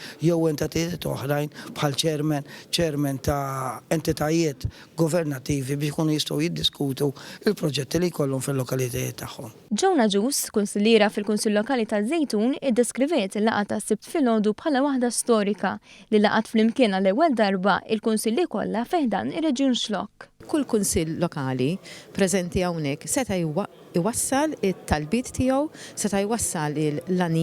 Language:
Maltese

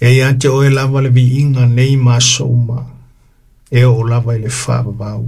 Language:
Samoan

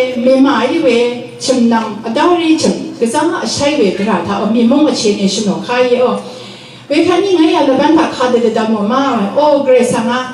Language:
Rawang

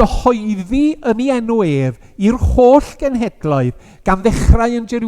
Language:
Welsh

